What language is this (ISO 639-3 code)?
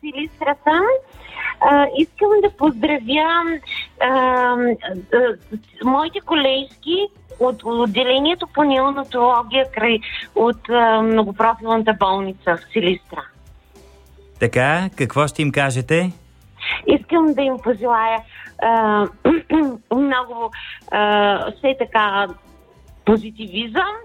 bul